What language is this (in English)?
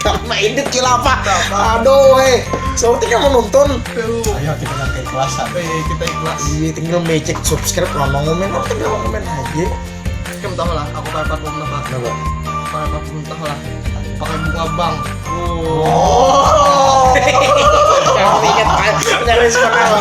Banjar